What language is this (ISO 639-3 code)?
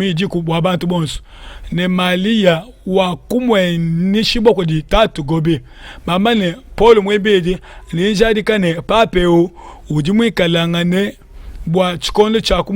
lua